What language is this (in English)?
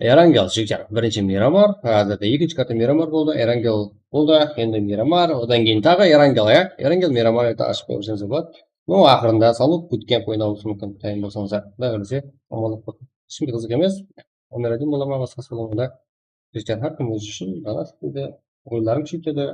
Kara-Kalpak